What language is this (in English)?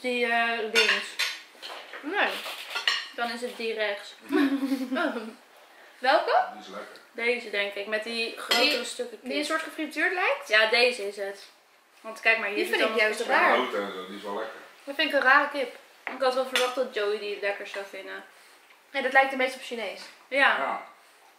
Dutch